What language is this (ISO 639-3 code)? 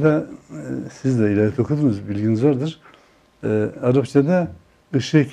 tur